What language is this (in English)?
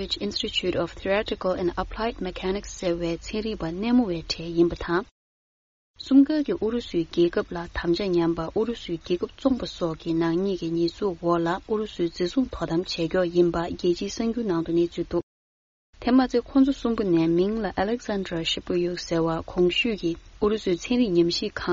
Tibetan